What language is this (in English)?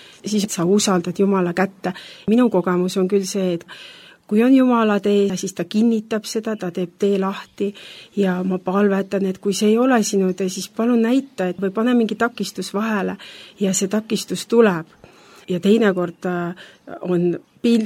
Estonian